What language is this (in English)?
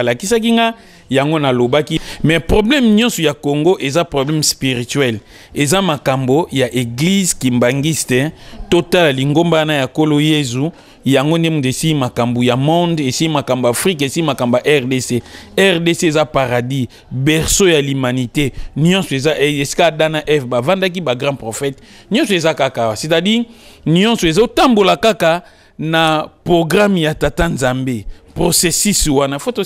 Lingala